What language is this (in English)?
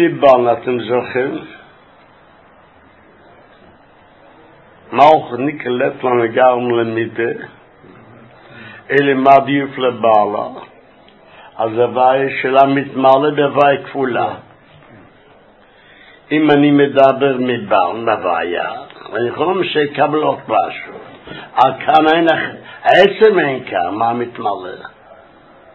Hebrew